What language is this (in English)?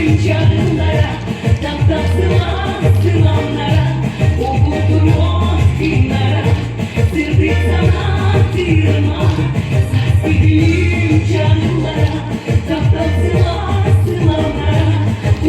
Yakut